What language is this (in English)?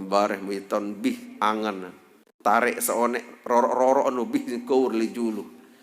Sasak